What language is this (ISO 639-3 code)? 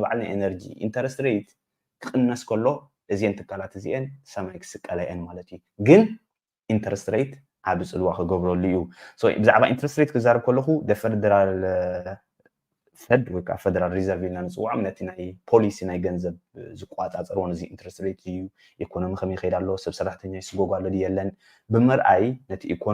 tir